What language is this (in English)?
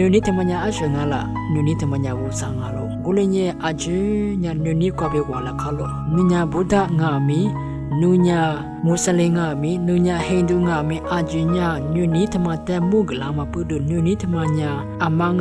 Lisu